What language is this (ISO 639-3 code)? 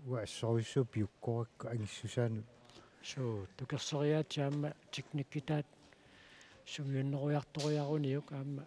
kal